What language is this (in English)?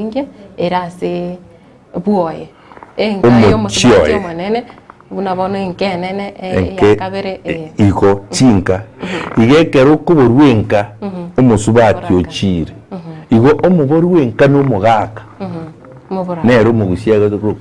Gusii